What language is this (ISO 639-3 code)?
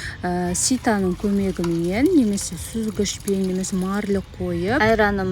kaz